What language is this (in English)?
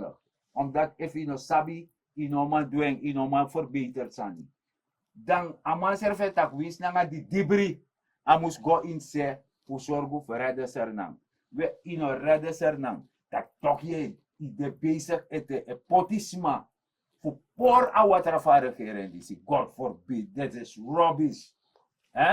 Sranan Tongo